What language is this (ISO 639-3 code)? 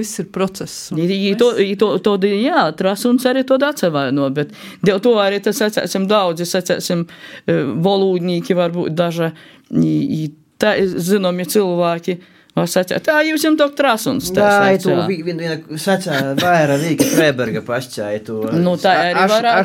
lav